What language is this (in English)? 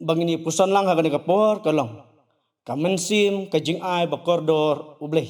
Khasi